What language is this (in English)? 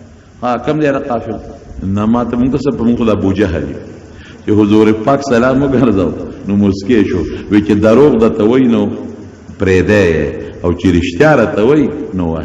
Pashto